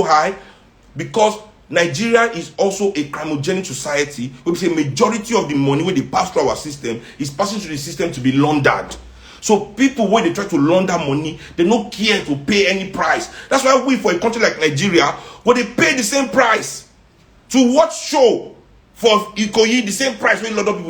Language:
Nigerian Pidgin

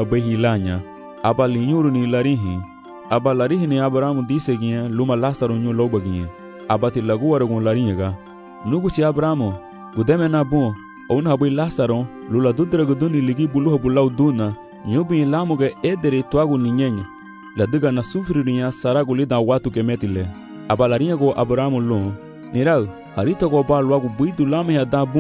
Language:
Garifuna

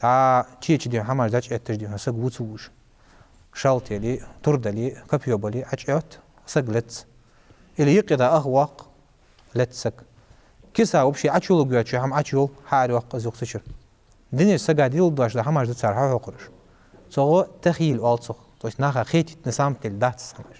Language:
Ingush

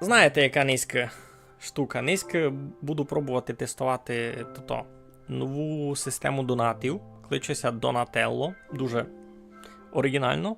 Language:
Rusyn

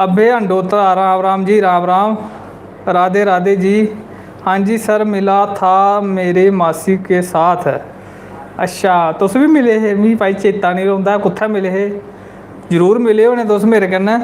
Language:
Dogri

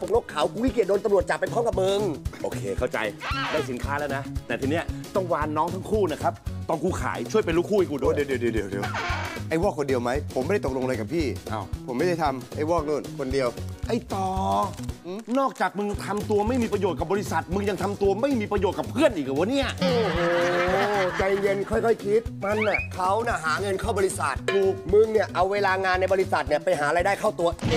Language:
Thai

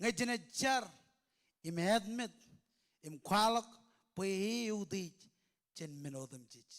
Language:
Marshallese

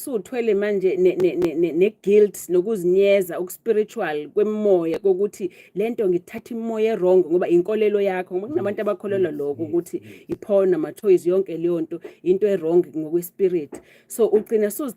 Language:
Zulu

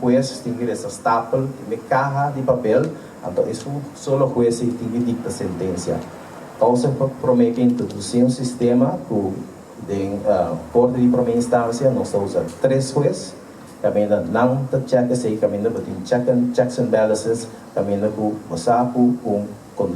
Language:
Papiamento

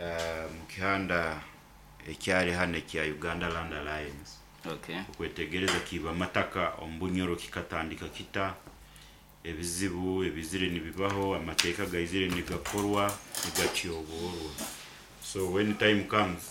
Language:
Nyoro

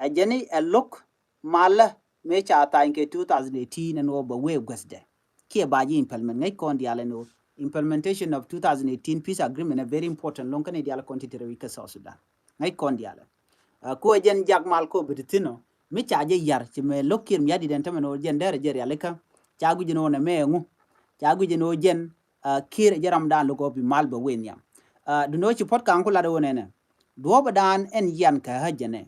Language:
Nuer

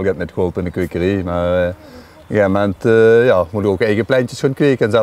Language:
Limburgish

